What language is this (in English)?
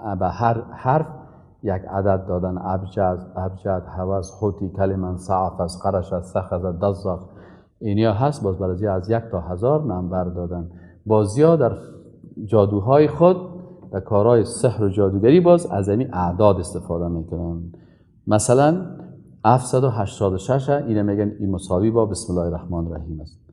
Persian